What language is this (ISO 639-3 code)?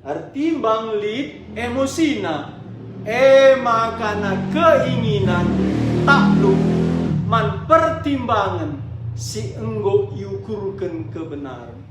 btx